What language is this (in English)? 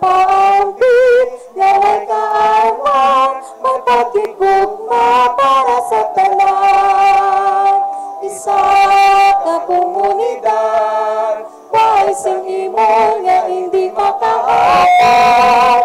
Hiligaynon